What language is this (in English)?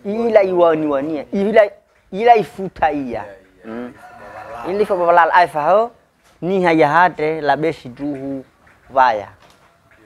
Nias